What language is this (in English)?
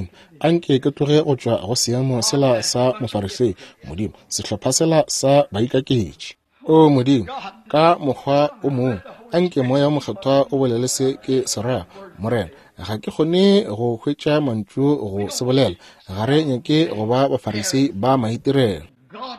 Northern Sotho